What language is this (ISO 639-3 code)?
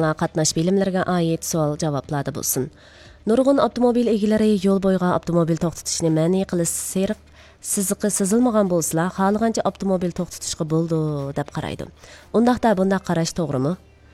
uig